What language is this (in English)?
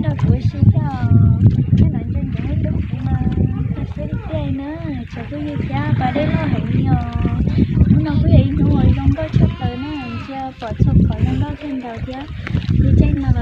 Hmong